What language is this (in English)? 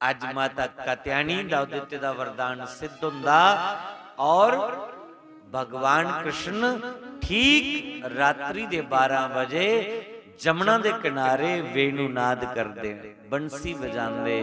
Dogri